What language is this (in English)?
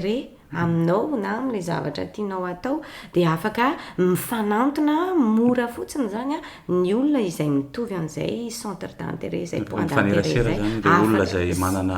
Malagasy